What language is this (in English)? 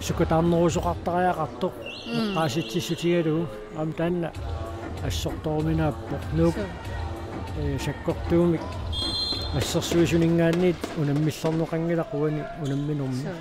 Kalaallisut